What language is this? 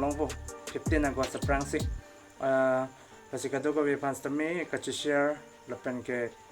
Karbi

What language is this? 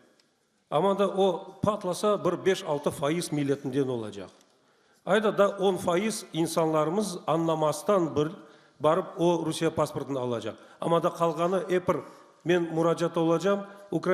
Crimean Tatar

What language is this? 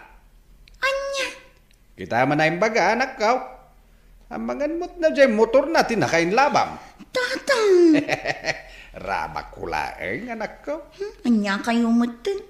Iloko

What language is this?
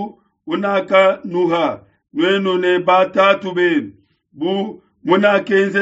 Luba-Lulua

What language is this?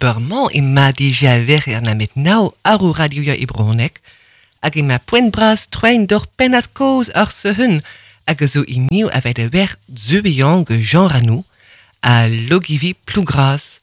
Breton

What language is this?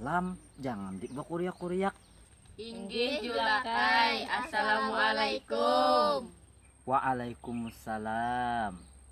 Banjar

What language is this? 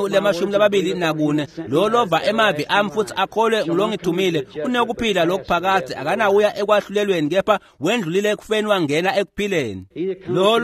Swati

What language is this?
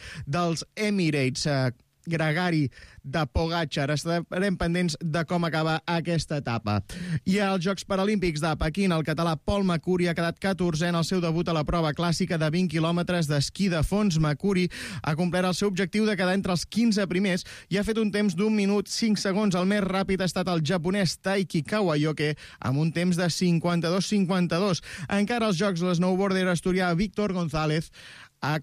Catalan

